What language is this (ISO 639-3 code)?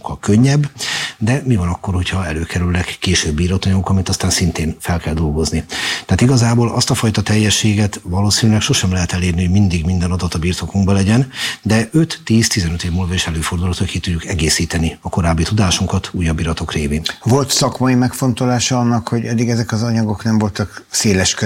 hun